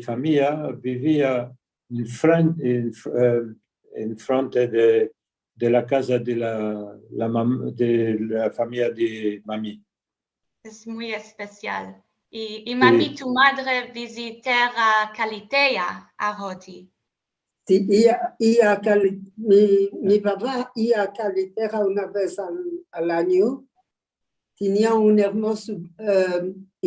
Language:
Ladino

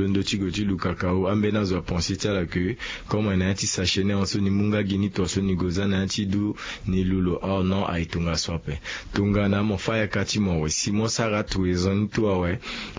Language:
Sango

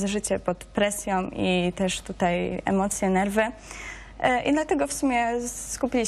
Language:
Polish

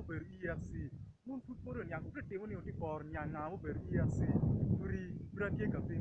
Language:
Acoli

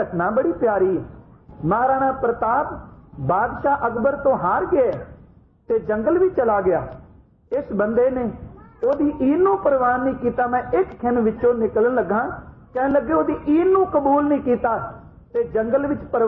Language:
Punjabi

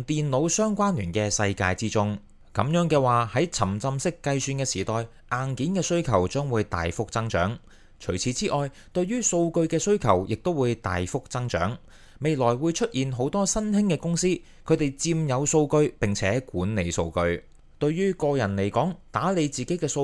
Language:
Cantonese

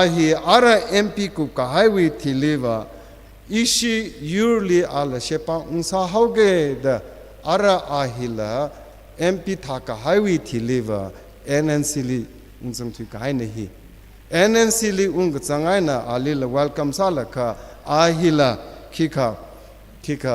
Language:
Tangkhul Naga (India)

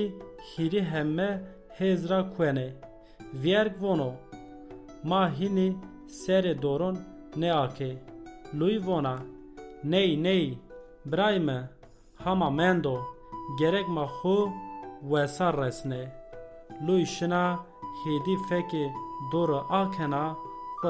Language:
Zaza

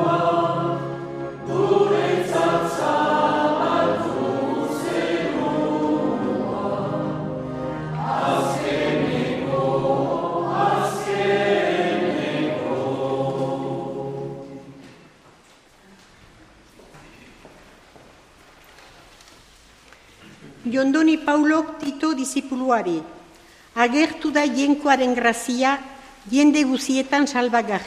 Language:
Basque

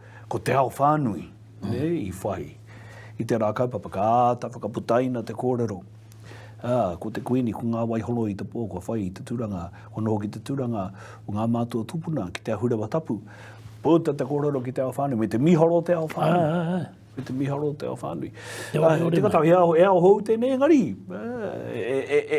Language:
Māori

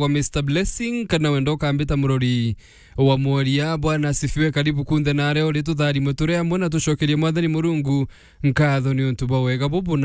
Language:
Meru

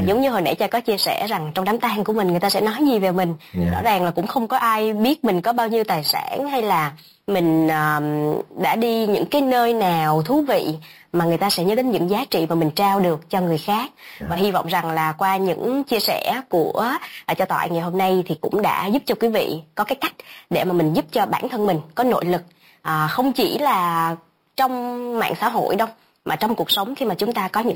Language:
Vietnamese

